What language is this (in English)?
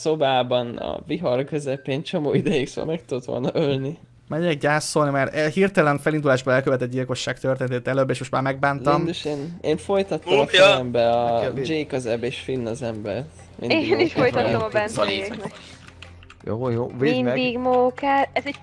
Hungarian